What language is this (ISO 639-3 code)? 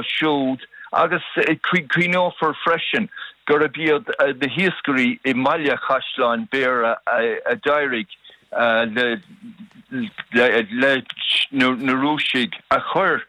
gle